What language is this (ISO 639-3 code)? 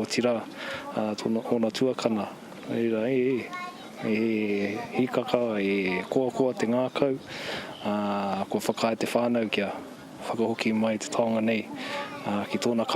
mri